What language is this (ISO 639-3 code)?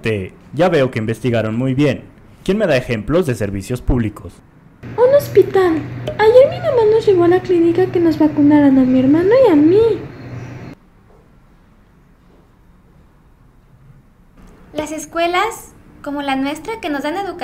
spa